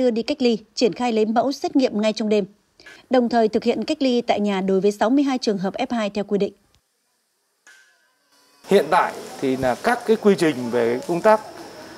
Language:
Vietnamese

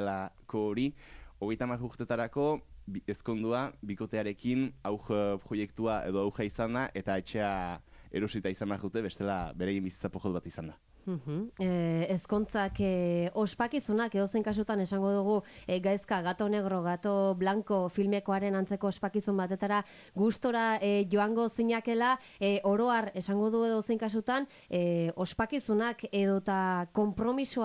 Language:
Basque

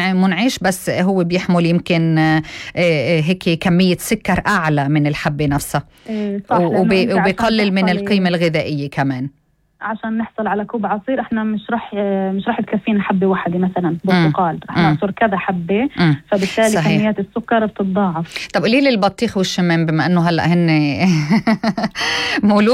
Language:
North Levantine Arabic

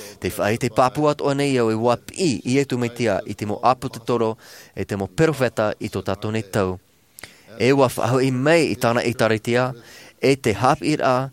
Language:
Tahitian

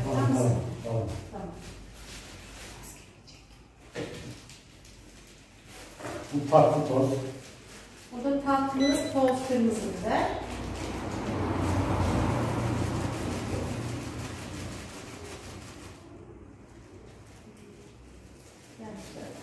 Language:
Turkish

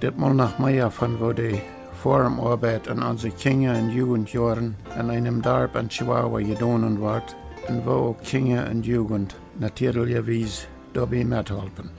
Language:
Plautdietsch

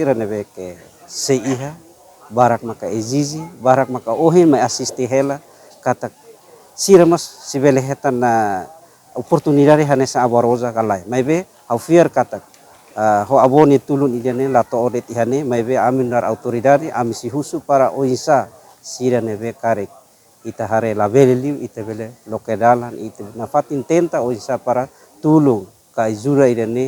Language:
Tetum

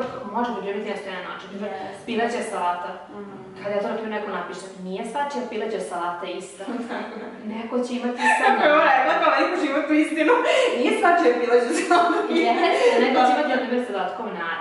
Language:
Serbian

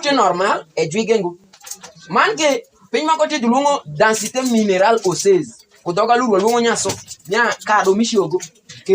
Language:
Alur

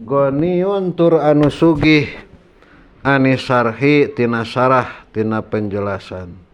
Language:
Sundanese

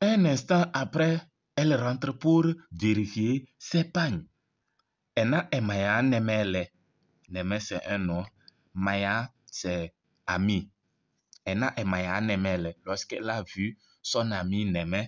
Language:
Kabiyè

